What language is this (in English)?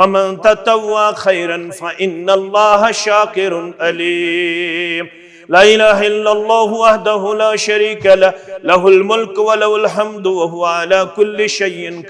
Kashmiri